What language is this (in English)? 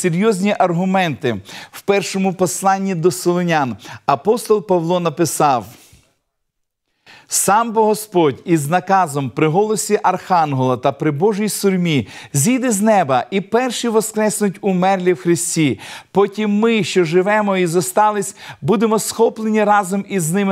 Ukrainian